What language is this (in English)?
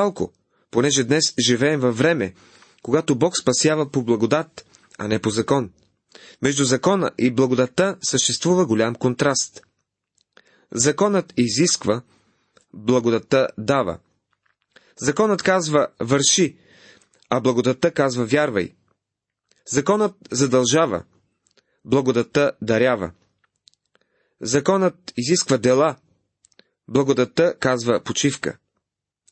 Bulgarian